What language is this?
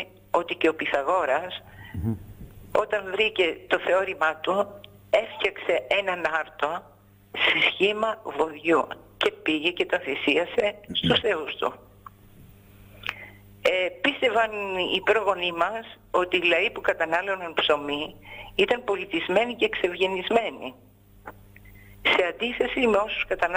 Greek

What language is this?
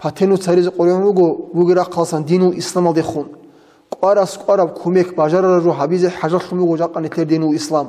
Avaric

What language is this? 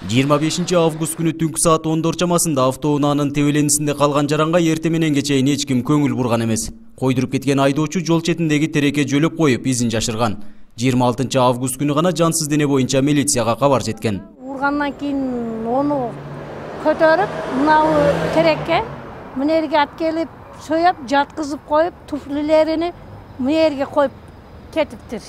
Kyrgyz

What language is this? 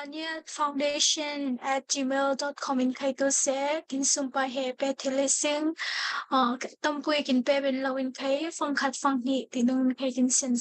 Falam Chin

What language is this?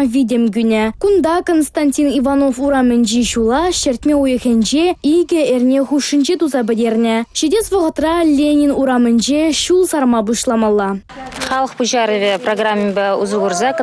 Chuvash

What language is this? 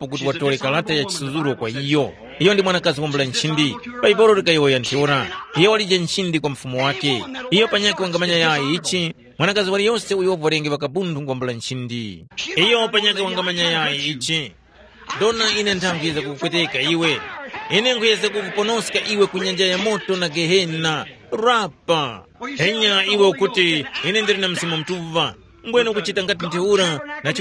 Tumbuka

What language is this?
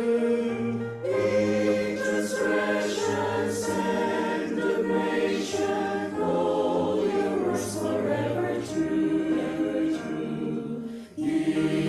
Ewe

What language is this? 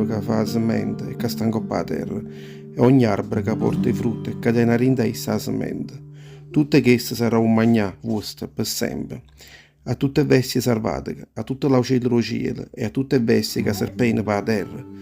Neapolitan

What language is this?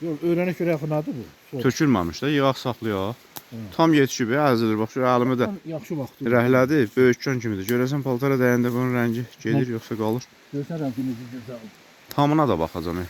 Azerbaijani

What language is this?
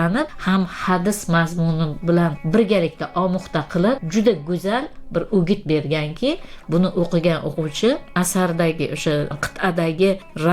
Uzbek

